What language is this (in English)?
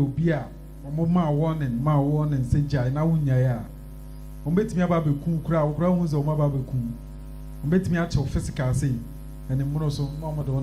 Akan